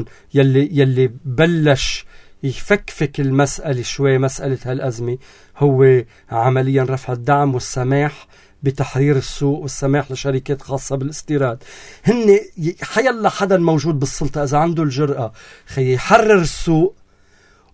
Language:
North Levantine Arabic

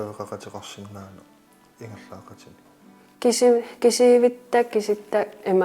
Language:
Kalaallisut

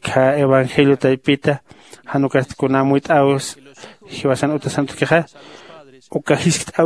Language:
Aymara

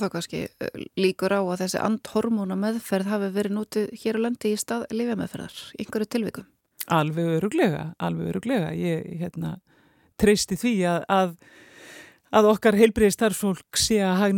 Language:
Icelandic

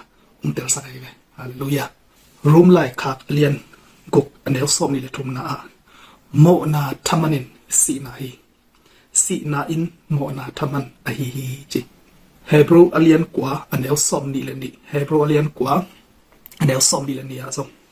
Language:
Tedim Chin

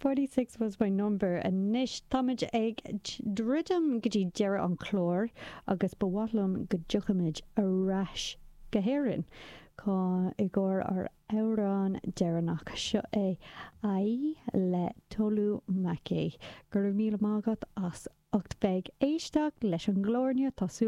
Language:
Irish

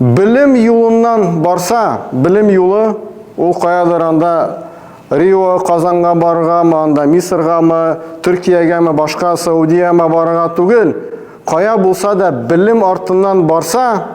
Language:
Tatar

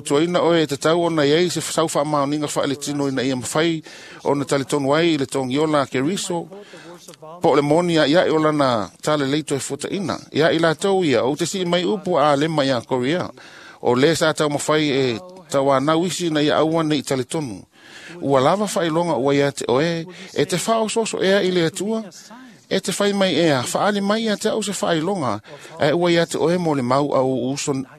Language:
Samoan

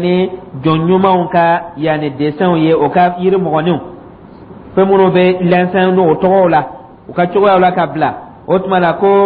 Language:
Dyula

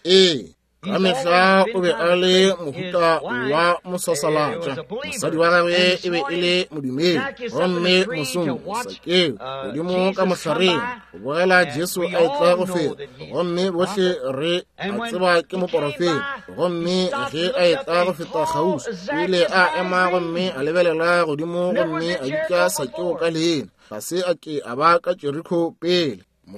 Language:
Northern Sotho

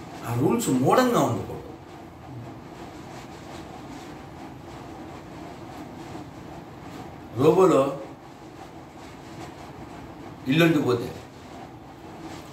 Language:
Telugu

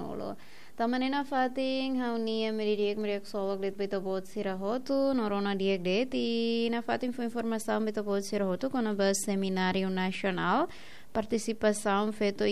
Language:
Tetum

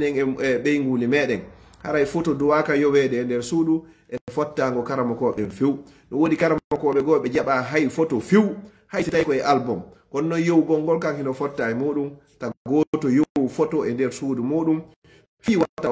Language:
Pular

